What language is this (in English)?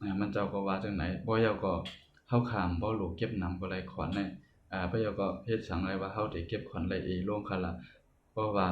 Shan